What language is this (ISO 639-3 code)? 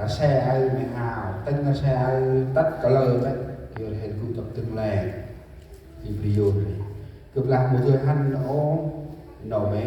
cmo